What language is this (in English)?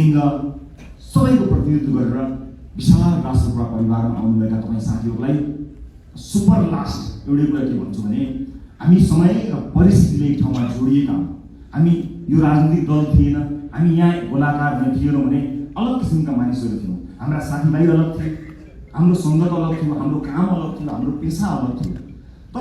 Nepali